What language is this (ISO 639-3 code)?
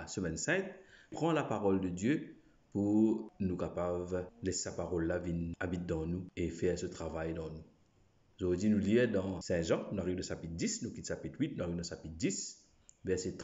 mfe